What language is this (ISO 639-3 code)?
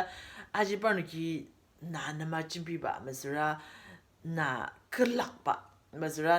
njo